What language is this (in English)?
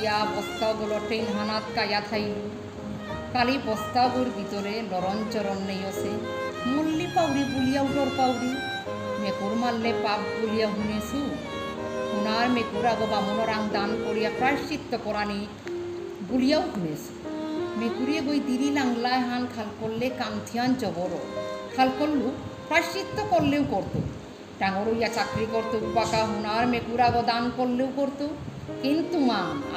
Bishnupriya